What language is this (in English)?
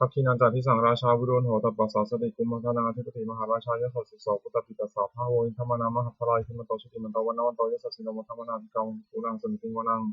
Pali